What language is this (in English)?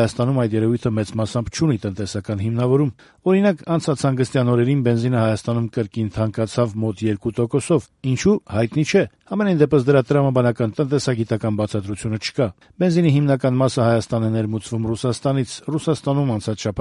Armenian